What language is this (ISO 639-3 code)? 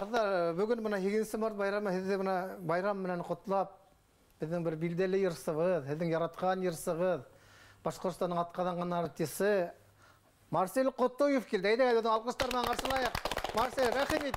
bak